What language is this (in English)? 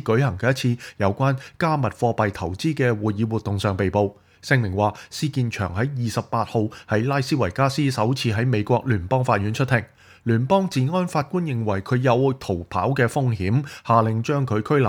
Cantonese